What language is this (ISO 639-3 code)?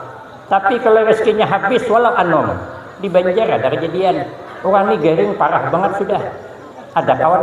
bjn